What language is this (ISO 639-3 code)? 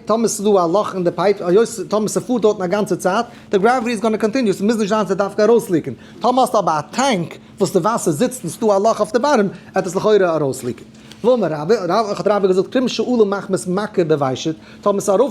yid